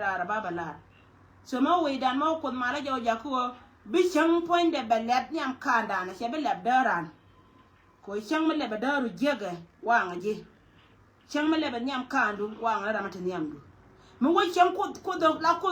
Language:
Nuer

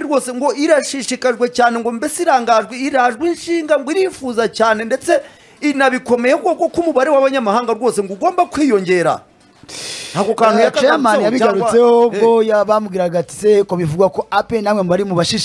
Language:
Kinyarwanda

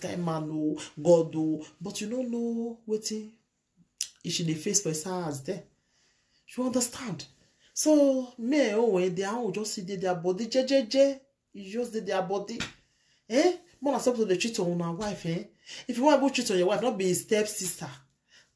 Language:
Nigerian Pidgin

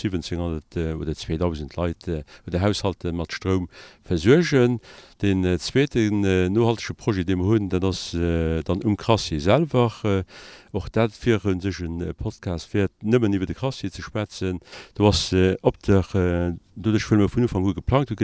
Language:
Luxembourgish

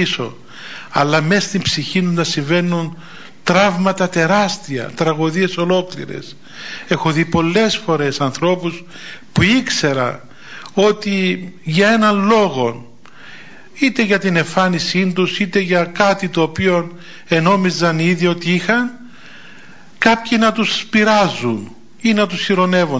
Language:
Greek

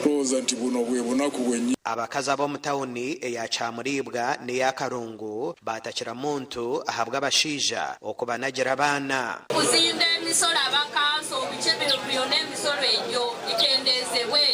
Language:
Nyankole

